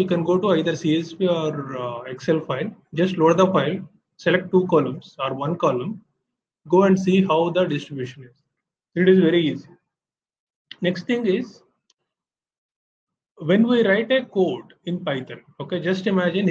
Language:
English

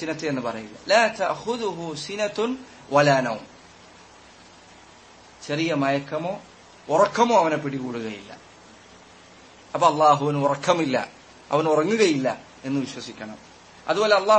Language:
Malayalam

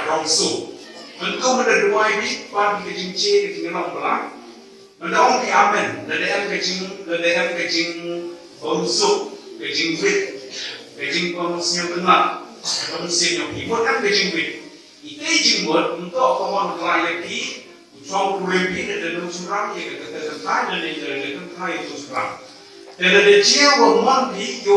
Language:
Khasi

